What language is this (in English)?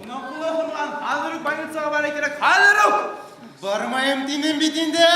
Bashkir